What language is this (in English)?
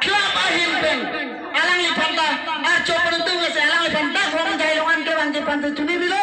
Karbi